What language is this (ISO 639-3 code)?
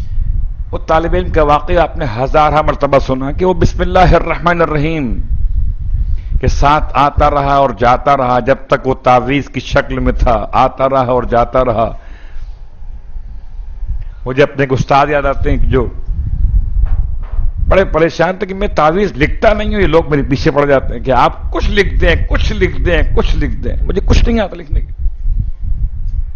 urd